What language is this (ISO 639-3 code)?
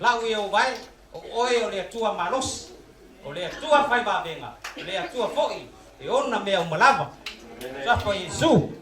smo